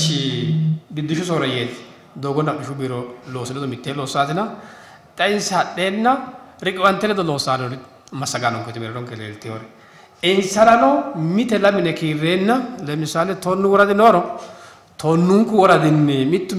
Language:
Sidamo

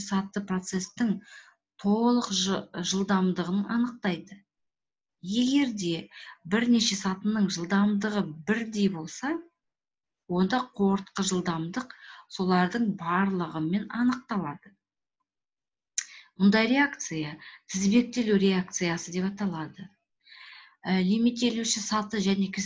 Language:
Kazakh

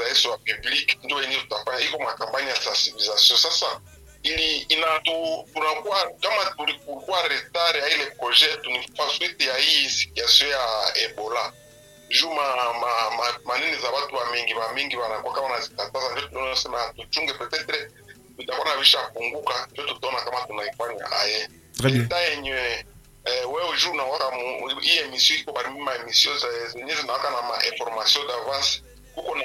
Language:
Swahili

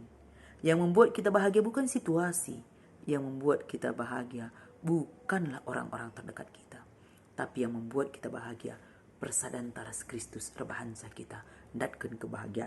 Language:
Batak Karo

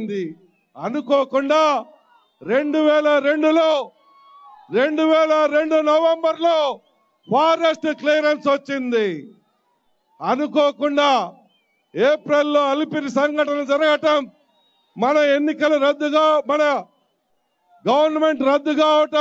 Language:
Telugu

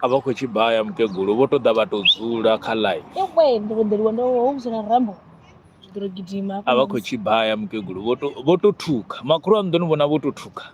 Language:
Venda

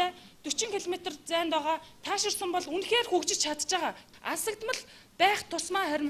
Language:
Mongolian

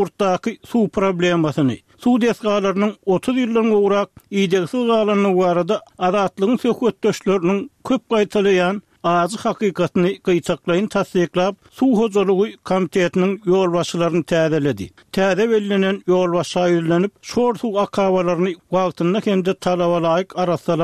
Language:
Turkmen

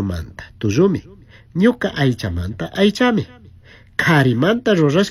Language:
Chimborazo Highland Quichua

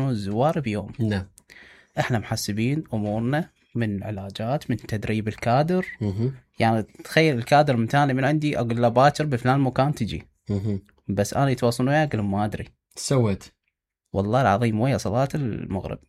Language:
Mesopotamian Arabic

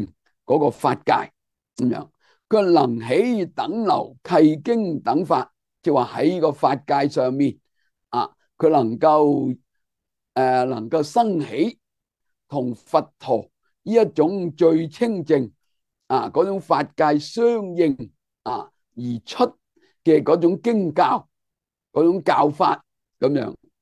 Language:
Cantonese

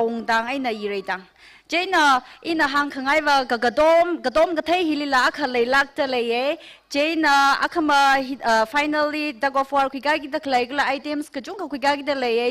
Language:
Tangkhul Naga (India)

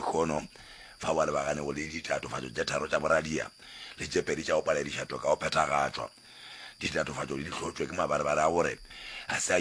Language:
Northern Sotho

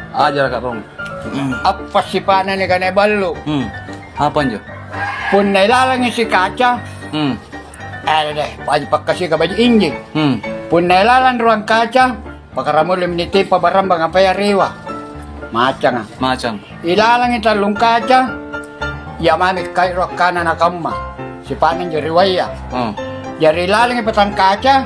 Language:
Makasar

